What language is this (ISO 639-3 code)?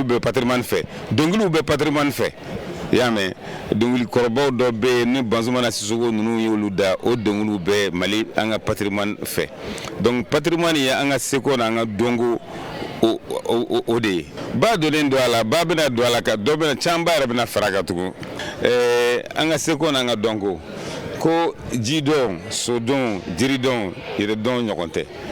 bam